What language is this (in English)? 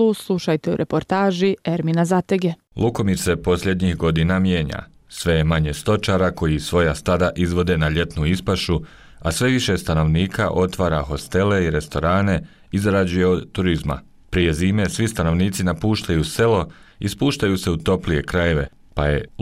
Bosnian